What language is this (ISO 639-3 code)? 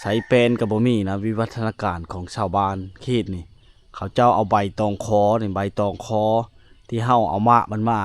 lao